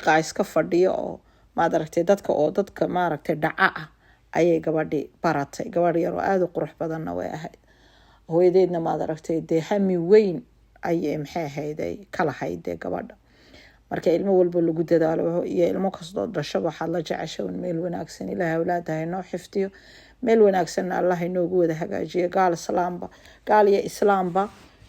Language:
Somali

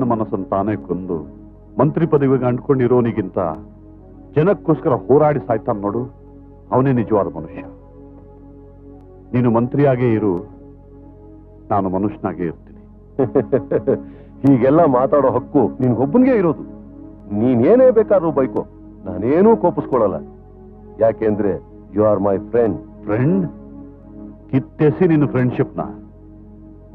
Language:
Kannada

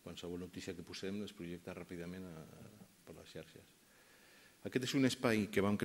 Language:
Catalan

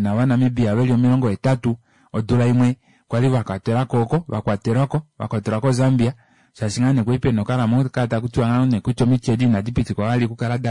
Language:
Kuanyama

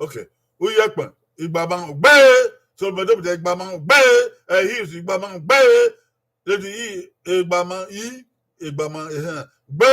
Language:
Bini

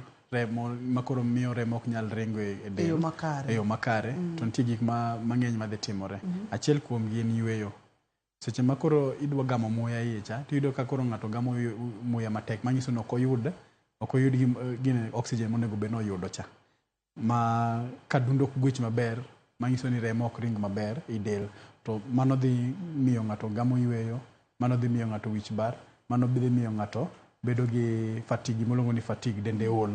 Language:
Luo (Kenya and Tanzania)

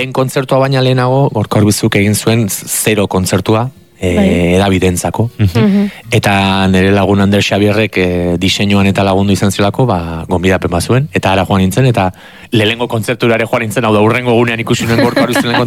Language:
Basque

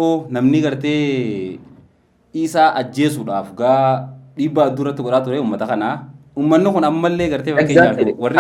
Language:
Oromo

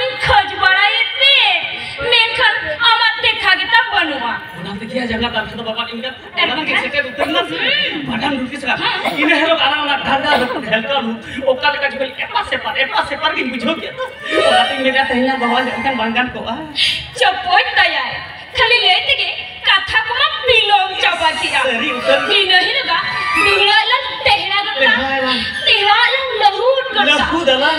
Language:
Santali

